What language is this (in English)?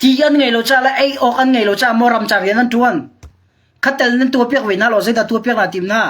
Hakha Chin